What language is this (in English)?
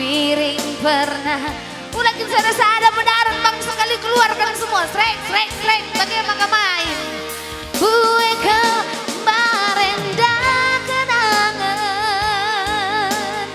Batak Karo